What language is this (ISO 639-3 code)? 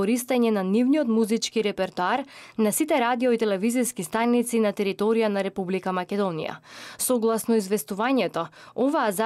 mkd